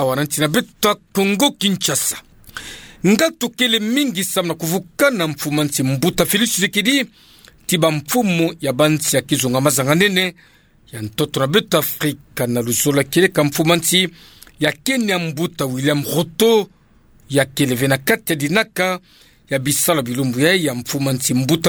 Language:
Kituba (Democratic Republic of Congo)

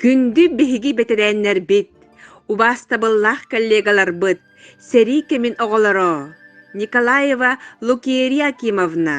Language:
Yakut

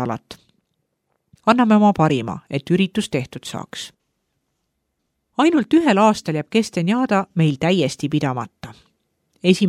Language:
Estonian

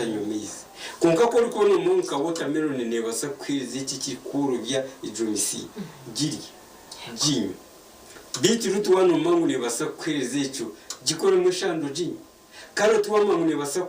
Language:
Nyankole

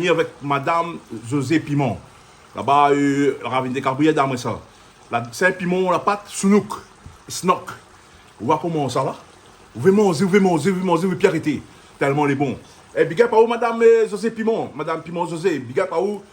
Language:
Réunion Creole French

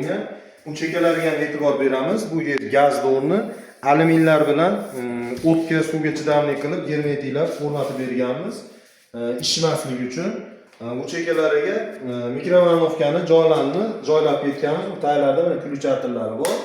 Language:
Uzbek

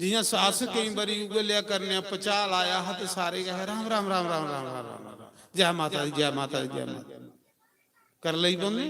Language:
Dogri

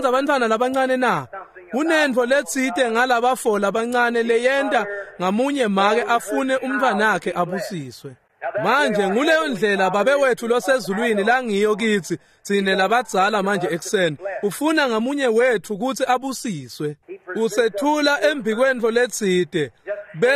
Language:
Swati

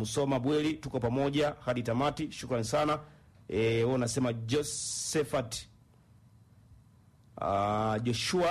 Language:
Swahili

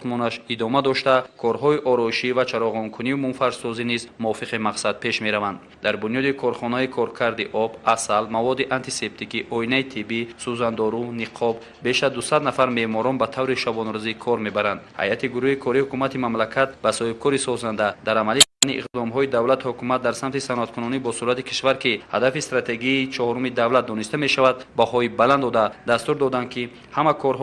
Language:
Tajik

